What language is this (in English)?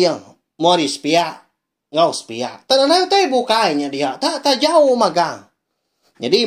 Iban